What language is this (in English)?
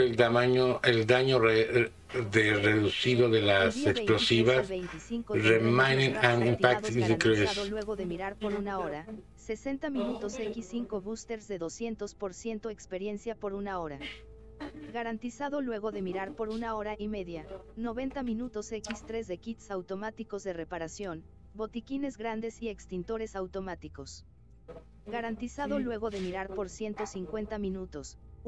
Spanish